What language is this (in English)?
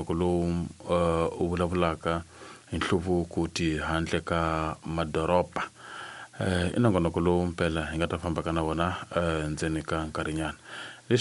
Tsonga